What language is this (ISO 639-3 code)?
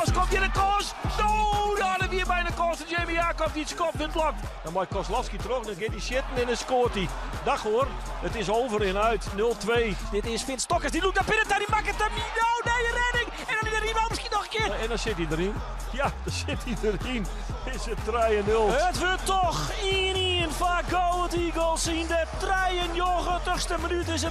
fry